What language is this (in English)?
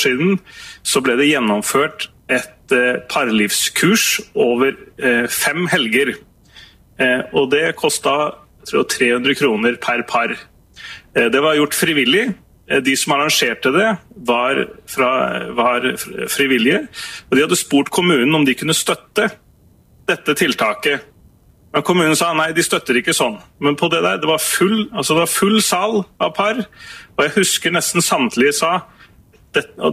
Norwegian